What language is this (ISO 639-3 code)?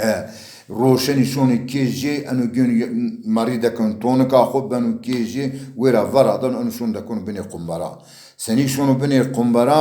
zza